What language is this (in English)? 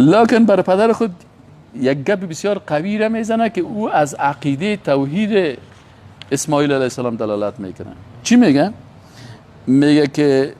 Persian